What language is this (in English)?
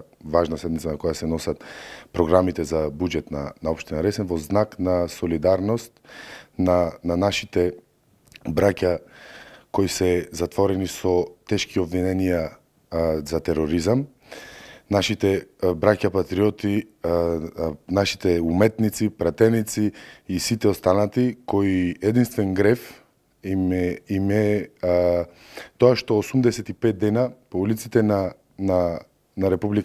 Macedonian